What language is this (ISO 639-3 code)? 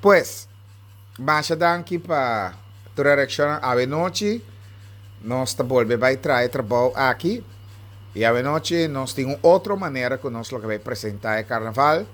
pap